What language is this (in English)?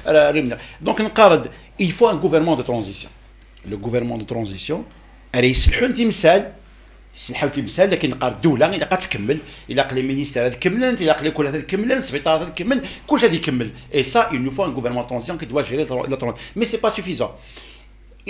Kabyle